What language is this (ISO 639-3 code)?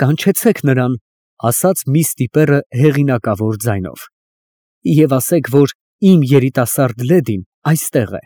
hye